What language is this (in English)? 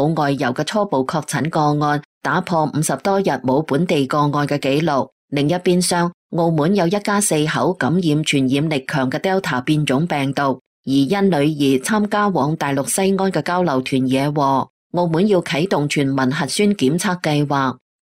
Cantonese